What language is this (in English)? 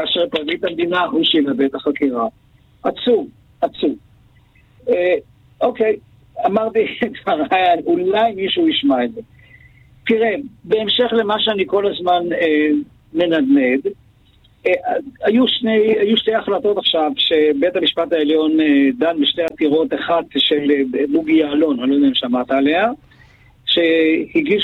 Hebrew